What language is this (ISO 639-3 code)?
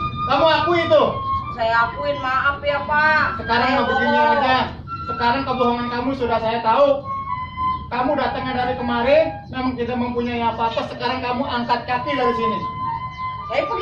bew